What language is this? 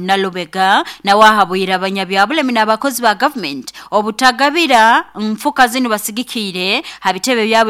Nyoro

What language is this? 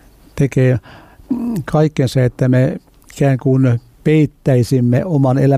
Finnish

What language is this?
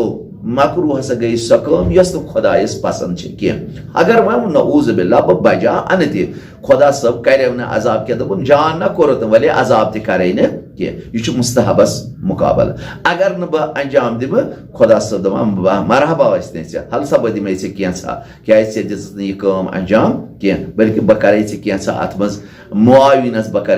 Kashmiri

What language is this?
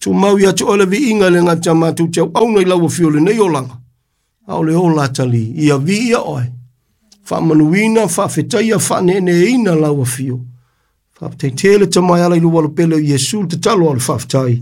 Samoan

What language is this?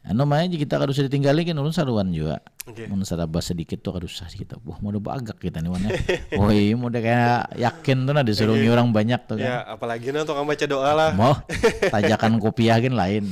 Banjar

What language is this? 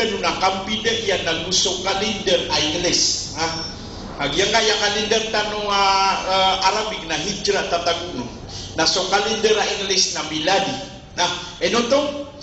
Maranao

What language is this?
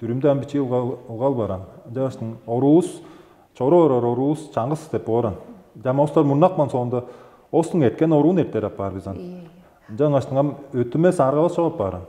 Tuvinian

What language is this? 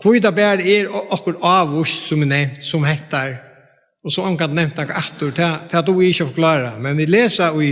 Faroese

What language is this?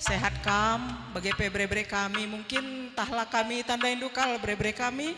Batak Karo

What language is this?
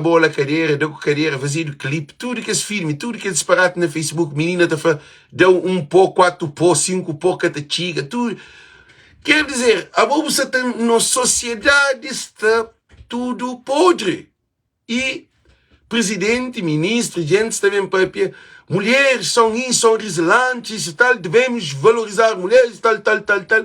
Kabuverdianu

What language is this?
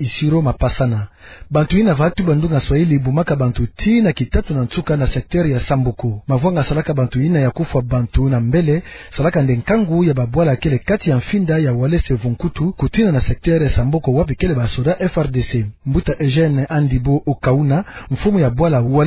Kituba (Democratic Republic of Congo)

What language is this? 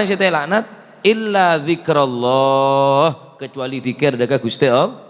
Madurese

